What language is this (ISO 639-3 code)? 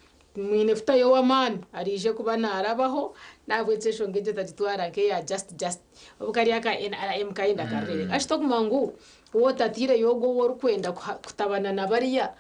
nyn